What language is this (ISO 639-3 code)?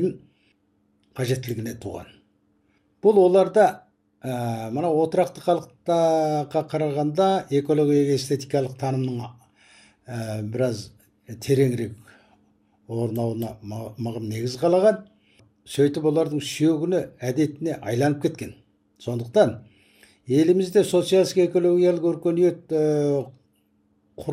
kaz